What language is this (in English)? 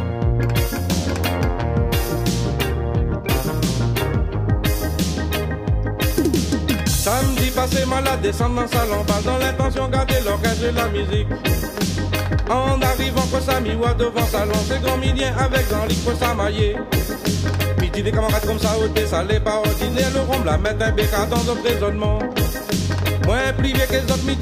Réunion Creole French